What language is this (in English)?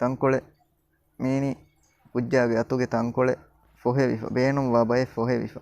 Divehi